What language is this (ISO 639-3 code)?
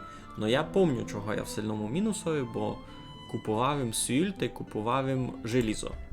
rue